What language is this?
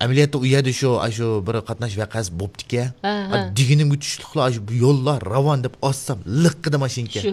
Uyghur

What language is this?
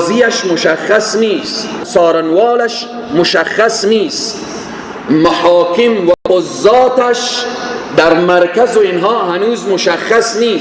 Persian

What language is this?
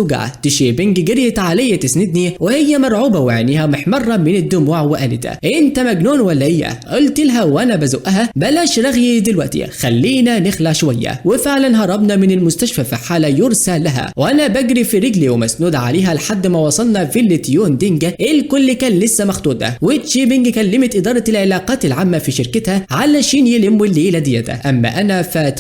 Egyptian Arabic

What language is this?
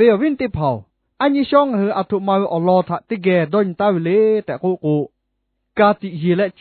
Lahu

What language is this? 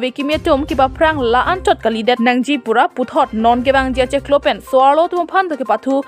Karbi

